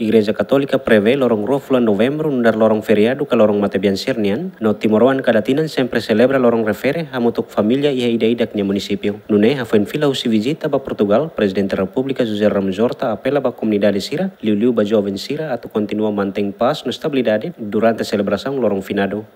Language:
Tetum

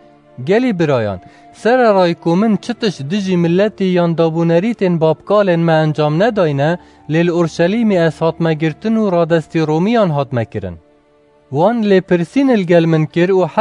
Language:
Kurdish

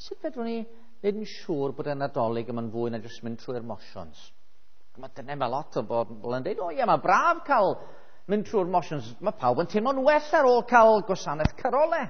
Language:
Welsh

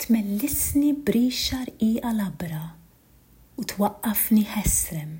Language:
Maltese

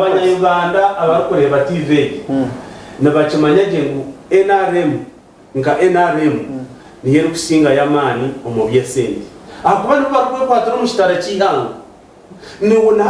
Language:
Nyankole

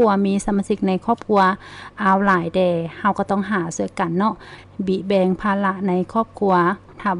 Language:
Lao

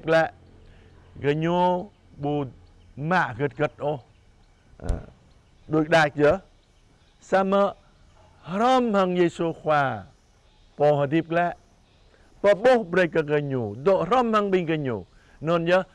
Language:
Jarai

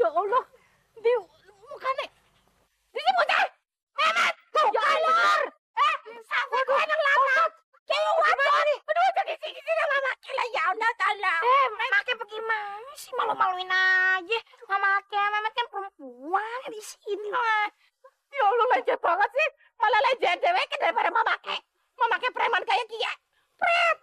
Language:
Betawi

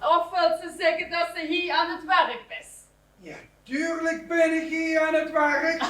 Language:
Limburgish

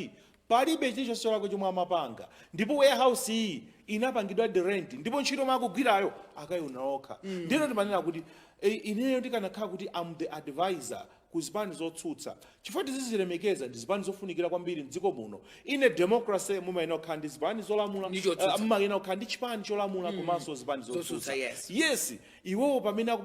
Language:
Nyanja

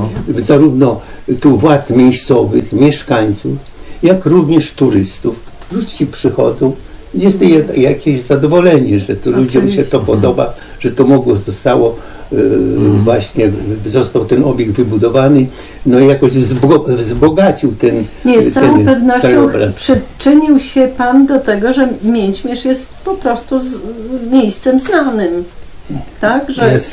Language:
Polish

